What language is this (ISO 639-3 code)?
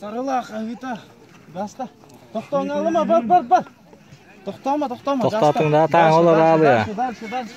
sah